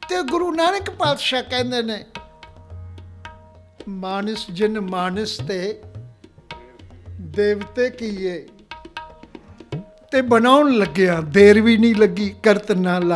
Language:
Punjabi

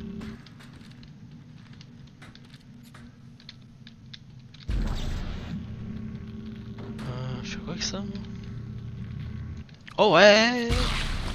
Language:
French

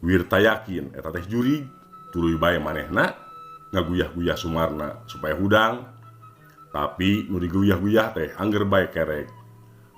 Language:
Sundanese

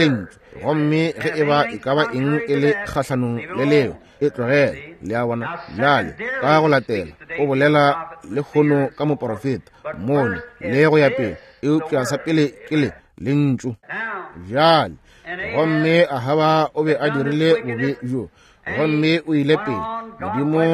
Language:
Northern Sotho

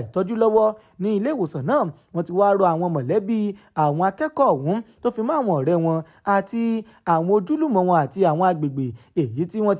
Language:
Yoruba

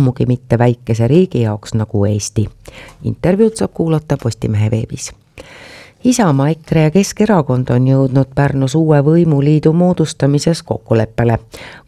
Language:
Estonian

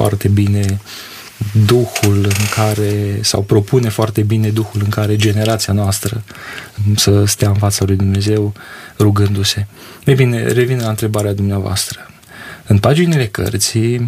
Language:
Romanian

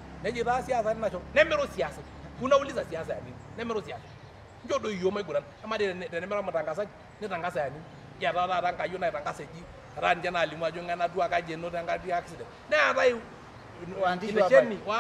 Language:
Masai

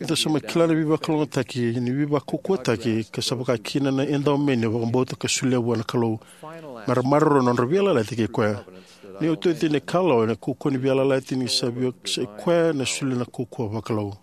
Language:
Fijian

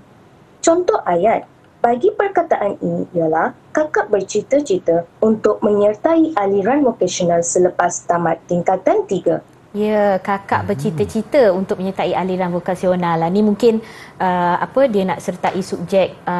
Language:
Malay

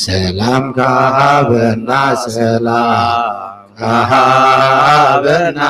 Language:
Tigrinya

